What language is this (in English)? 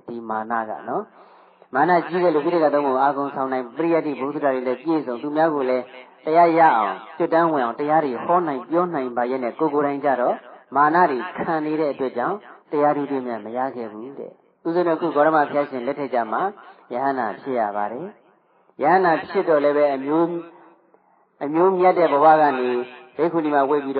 Burmese